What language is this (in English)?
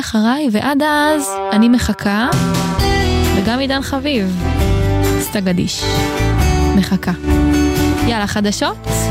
Hebrew